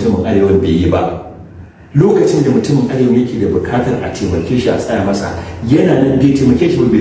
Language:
Hausa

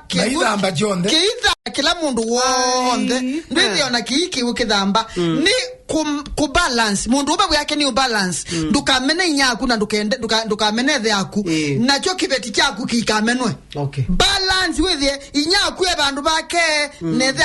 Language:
Kamba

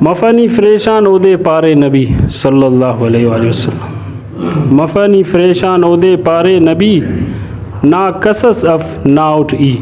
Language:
Brahui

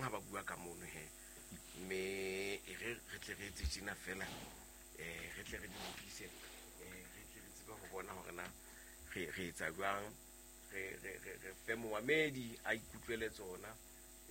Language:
Southern Sotho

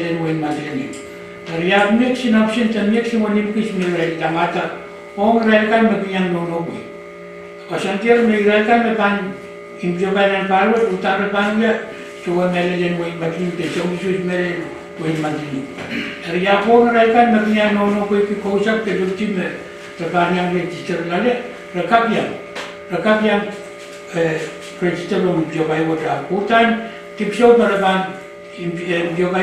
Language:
Pohnpeian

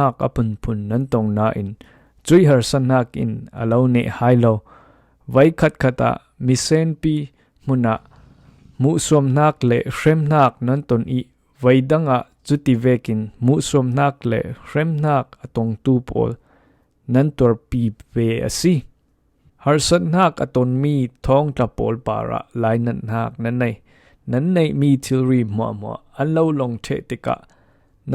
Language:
Falam Chin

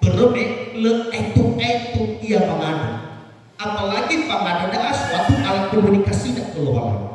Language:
Nias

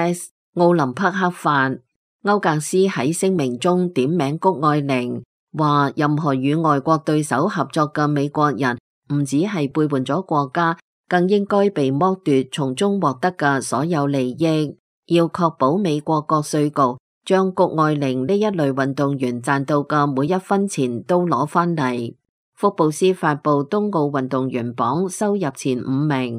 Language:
Cantonese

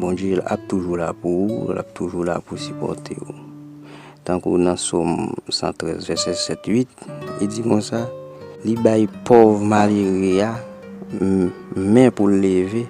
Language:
Haitian Creole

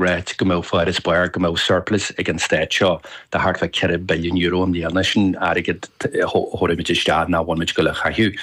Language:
Irish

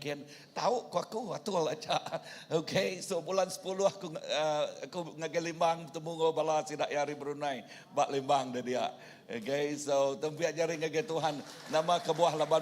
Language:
Iban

